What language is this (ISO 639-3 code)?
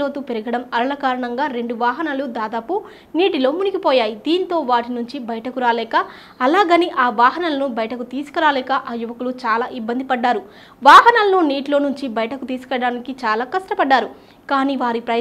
tel